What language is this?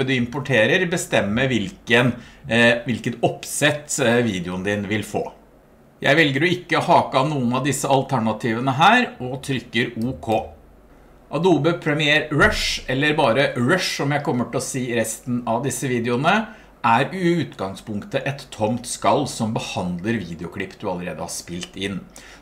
Norwegian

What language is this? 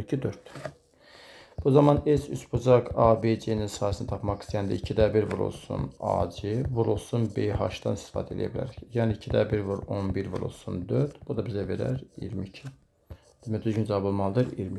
Azerbaijani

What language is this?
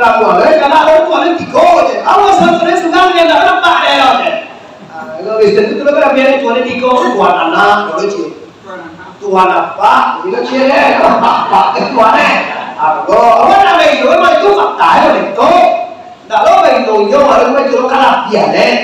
Minangkabau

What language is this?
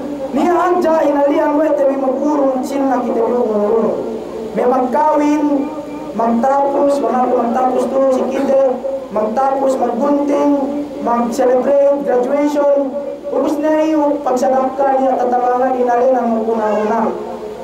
Yakan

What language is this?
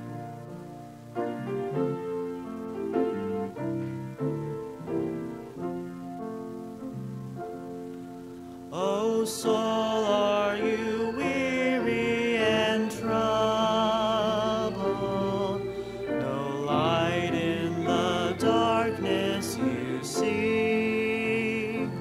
English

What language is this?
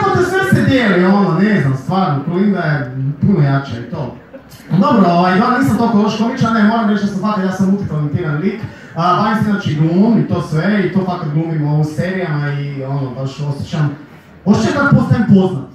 Croatian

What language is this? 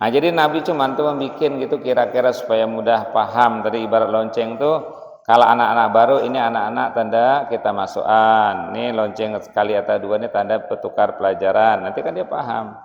Banjar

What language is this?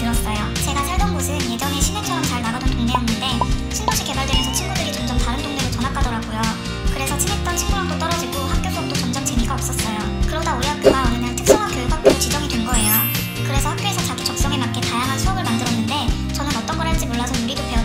Korean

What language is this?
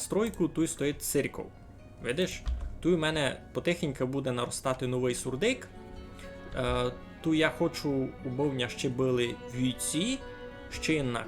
Rusyn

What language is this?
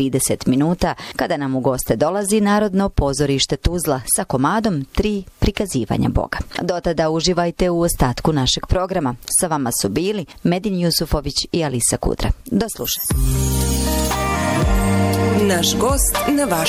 Bosnian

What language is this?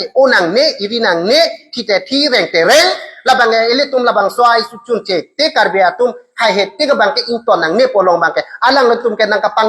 Karbi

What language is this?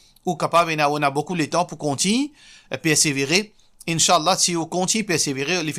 Morisyen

